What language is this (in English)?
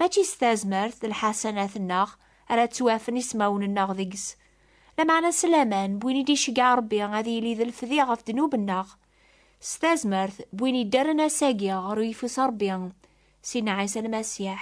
Kabyle